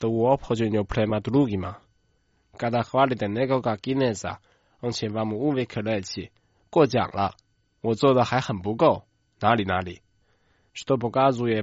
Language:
Croatian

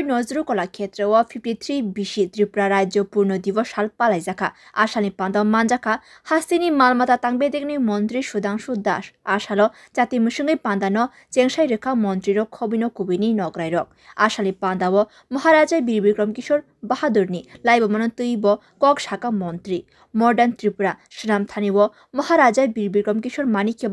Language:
Kok Borok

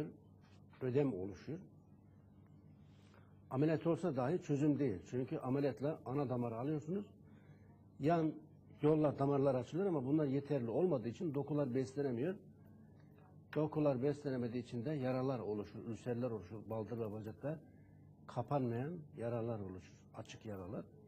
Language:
Turkish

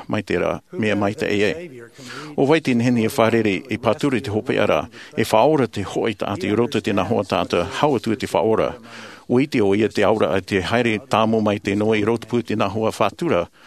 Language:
Tahitian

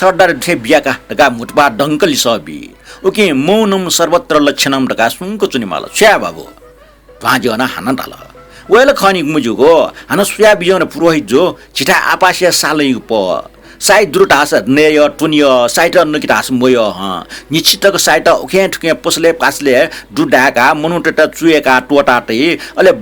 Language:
Newari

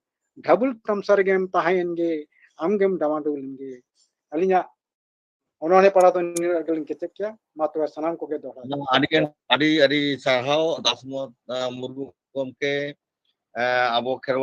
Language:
Santali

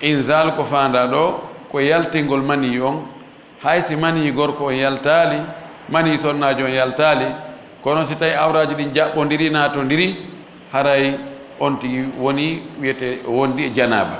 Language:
Fula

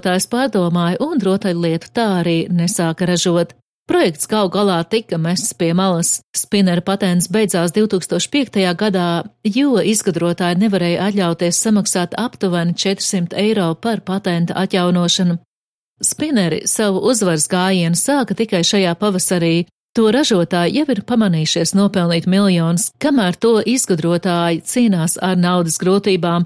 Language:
Latvian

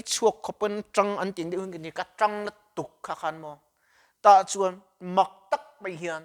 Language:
Mizo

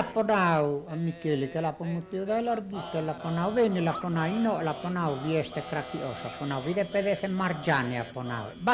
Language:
Sardinian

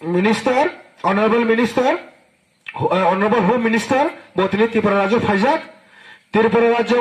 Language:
Kok Borok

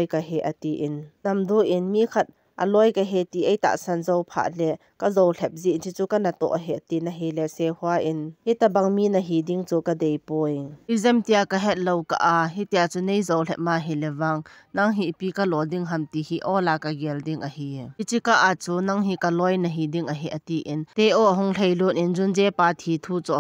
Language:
Thado Chin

